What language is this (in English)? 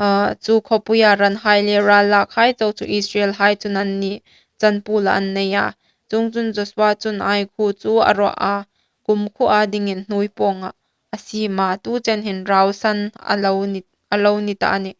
Hmar